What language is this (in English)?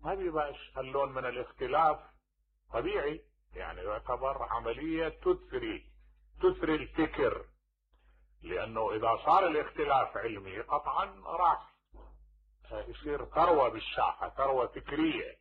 Mesopotamian Arabic